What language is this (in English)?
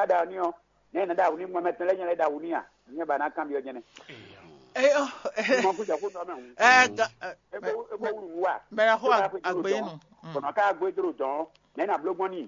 Fon